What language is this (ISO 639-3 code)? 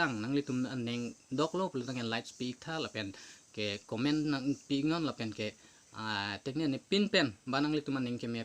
mjw